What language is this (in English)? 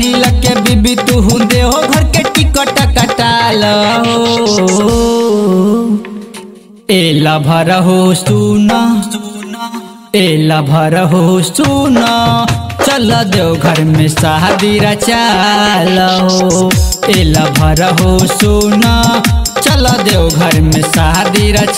Bhojpuri